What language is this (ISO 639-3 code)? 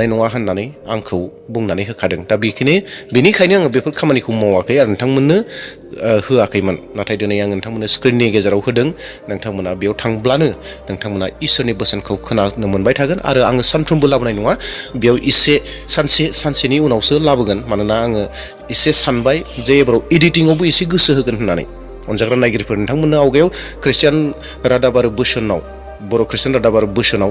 brx